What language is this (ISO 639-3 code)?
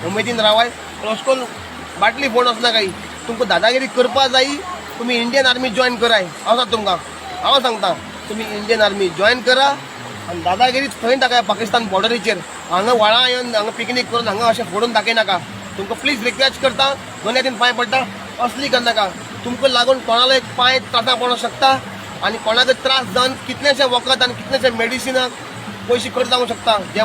kok